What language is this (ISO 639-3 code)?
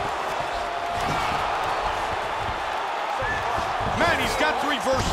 eng